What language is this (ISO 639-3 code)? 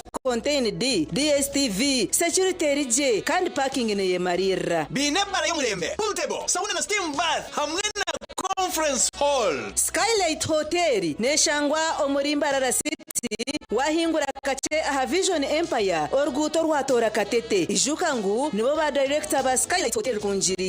nyn